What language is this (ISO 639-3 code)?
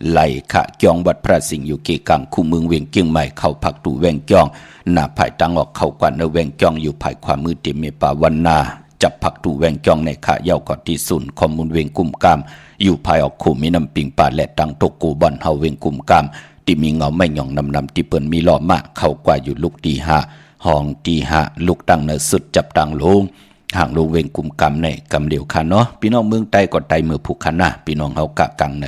shn